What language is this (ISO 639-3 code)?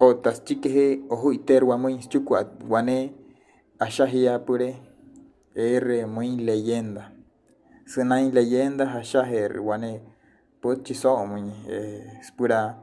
guc